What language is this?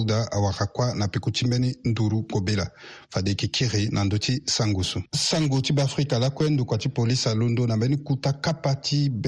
Sango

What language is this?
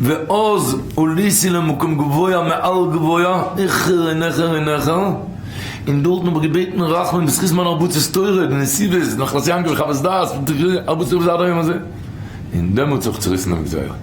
Yiddish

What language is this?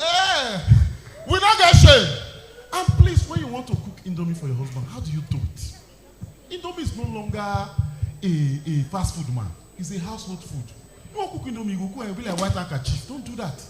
Nigerian Pidgin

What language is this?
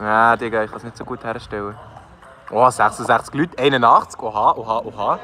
Swiss German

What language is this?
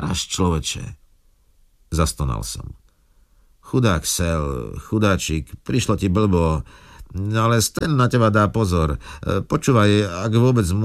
Slovak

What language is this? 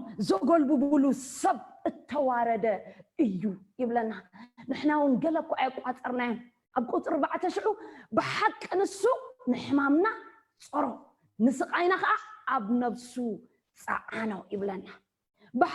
Tigrinya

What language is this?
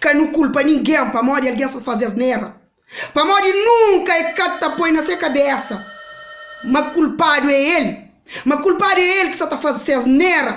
Kabuverdianu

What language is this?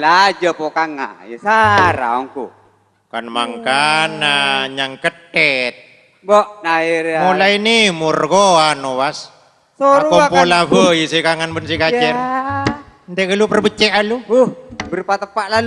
Madurese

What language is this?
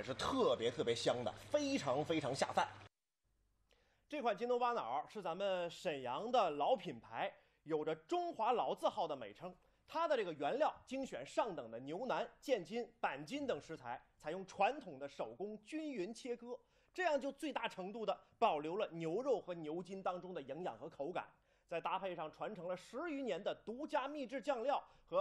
Chinese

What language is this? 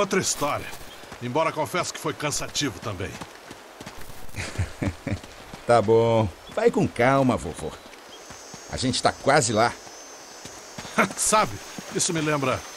Portuguese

